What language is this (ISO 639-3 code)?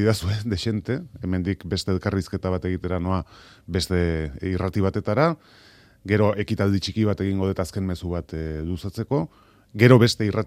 eus